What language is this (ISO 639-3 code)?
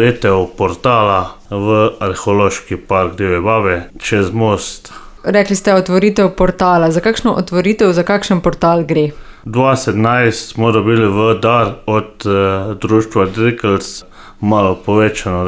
slv